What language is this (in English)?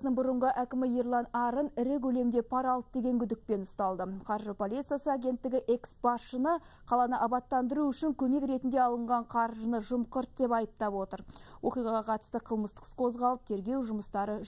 Kazakh